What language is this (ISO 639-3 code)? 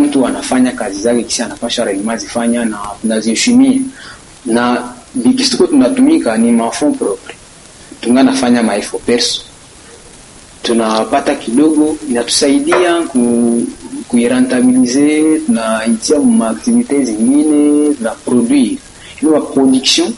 swa